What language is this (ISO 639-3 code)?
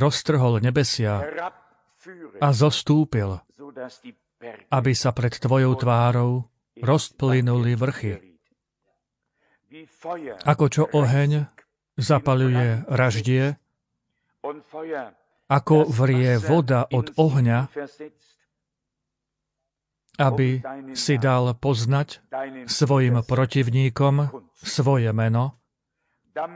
slk